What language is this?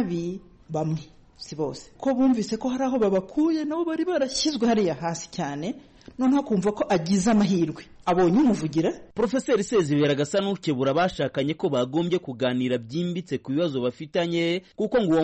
Kinyarwanda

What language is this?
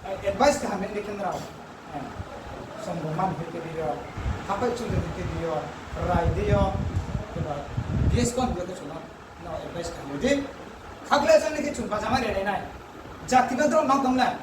Riang (India)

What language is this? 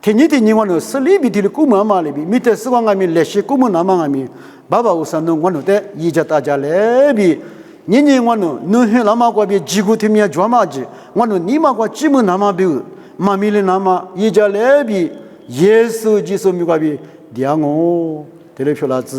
Lisu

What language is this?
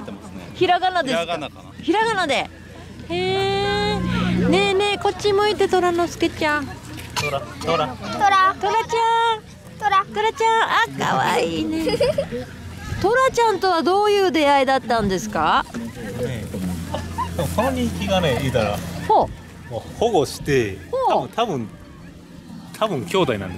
Japanese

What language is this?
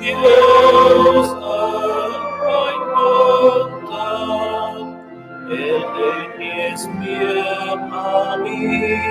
Romansh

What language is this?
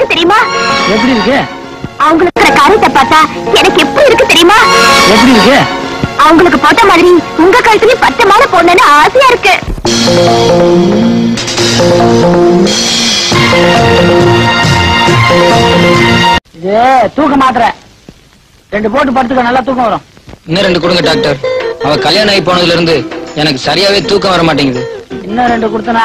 Tamil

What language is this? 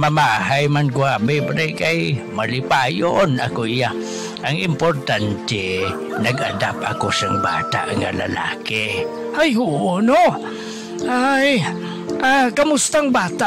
Hiligaynon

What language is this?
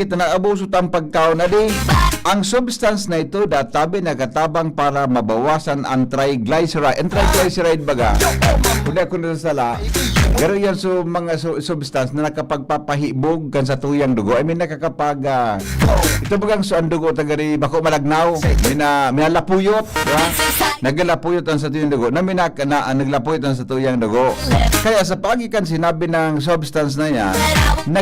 Bikol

